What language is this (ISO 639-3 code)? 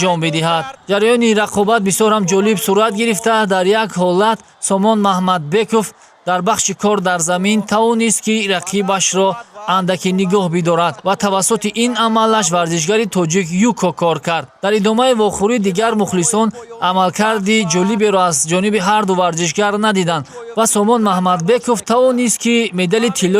tgk